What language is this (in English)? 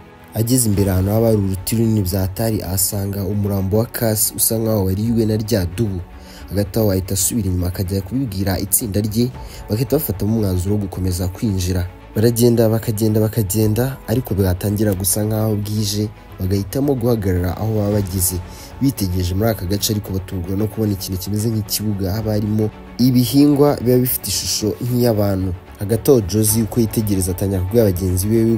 Kinyarwanda